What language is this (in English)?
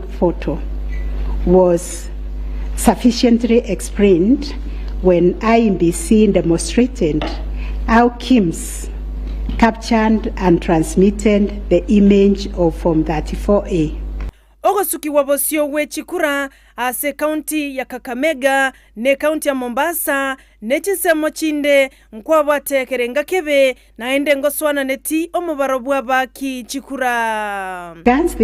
Gusii